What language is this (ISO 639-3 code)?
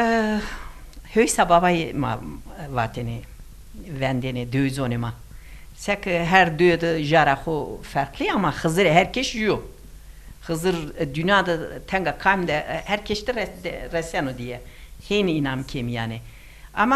zza